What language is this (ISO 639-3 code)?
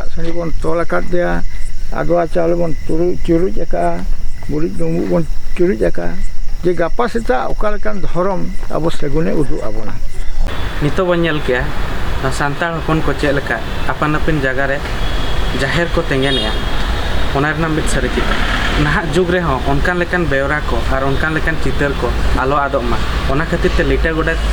sat